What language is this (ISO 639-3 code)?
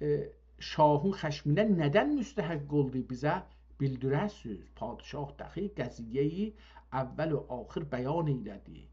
azb